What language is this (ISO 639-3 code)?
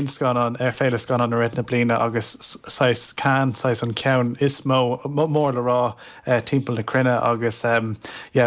gle